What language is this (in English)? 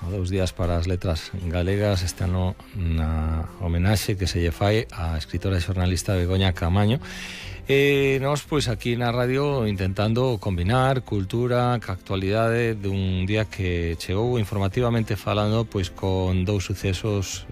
Galician